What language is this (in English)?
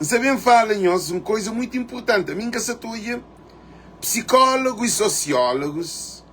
Kabuverdianu